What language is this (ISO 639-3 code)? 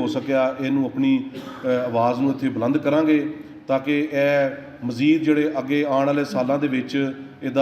lah